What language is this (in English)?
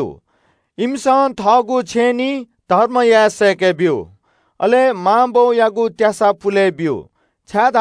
Newari